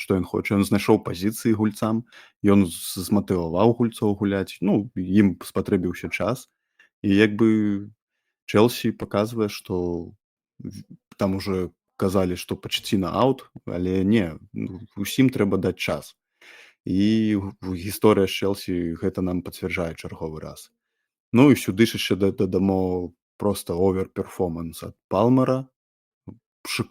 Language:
Belarusian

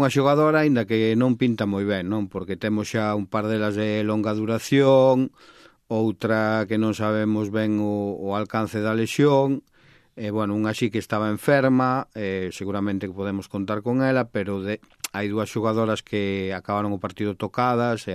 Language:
Galician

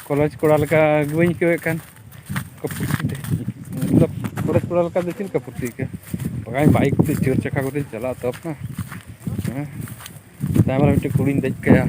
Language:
Santali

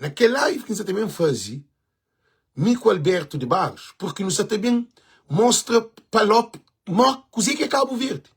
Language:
Kabuverdianu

